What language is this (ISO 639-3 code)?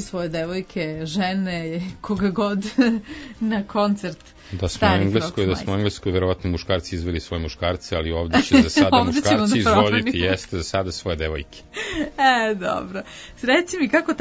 srp